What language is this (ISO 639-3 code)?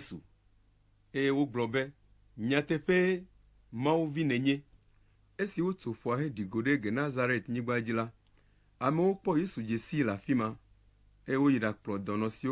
ewe